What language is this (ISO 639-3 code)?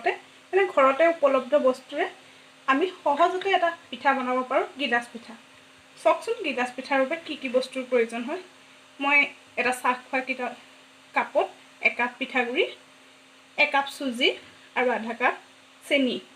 asm